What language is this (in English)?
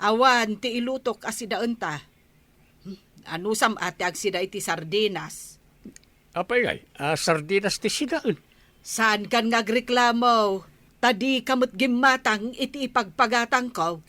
Iloko